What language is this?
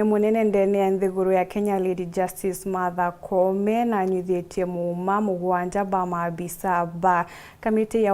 Meru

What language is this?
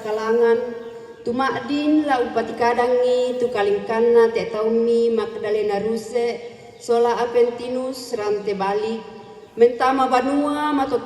Toraja-Sa'dan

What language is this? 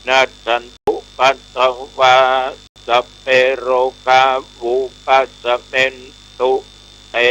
Pali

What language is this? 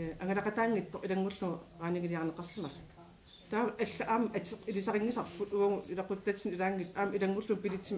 Kalaallisut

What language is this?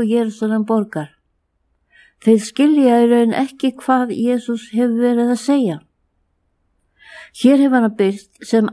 Icelandic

